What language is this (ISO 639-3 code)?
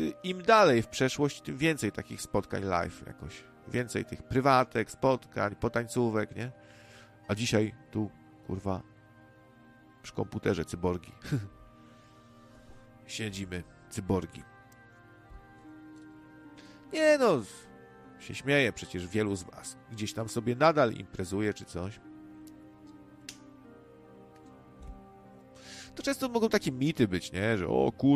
pol